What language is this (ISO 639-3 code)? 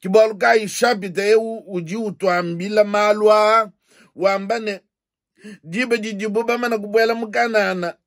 lua